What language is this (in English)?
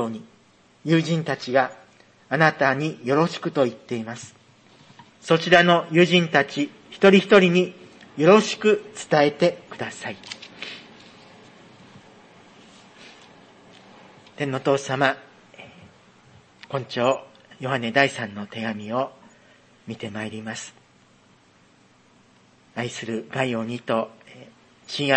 Japanese